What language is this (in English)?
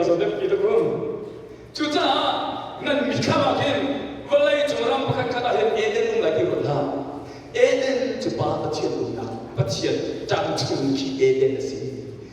Hakha Chin